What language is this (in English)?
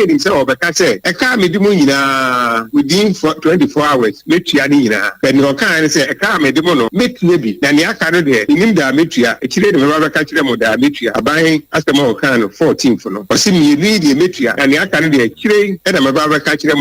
Akan